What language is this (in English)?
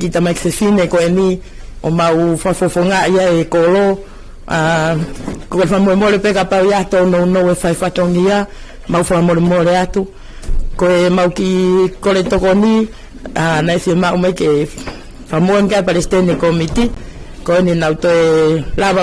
Tongan